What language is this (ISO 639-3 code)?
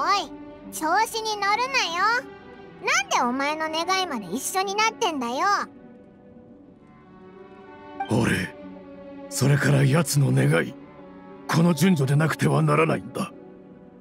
jpn